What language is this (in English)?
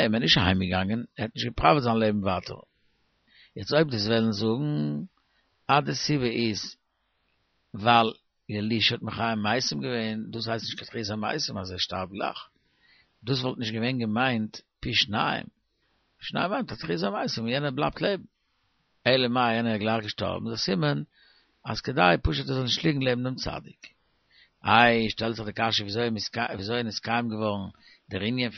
Yiddish